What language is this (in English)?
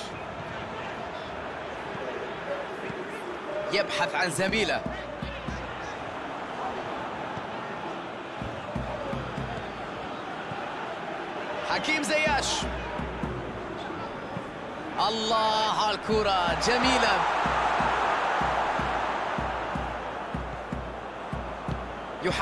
Arabic